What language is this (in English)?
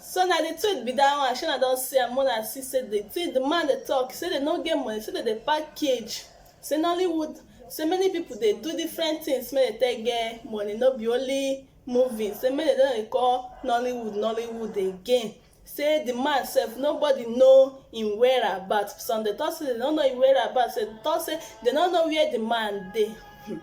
Nigerian Pidgin